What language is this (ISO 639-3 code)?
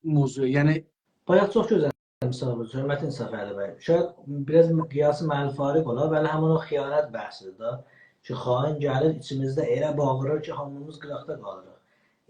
azb